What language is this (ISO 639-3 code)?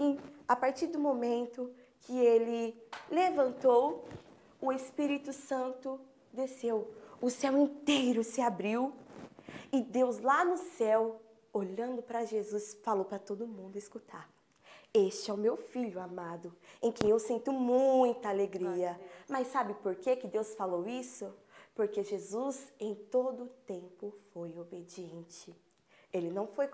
por